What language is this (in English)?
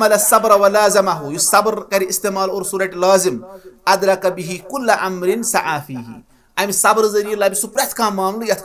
Kashmiri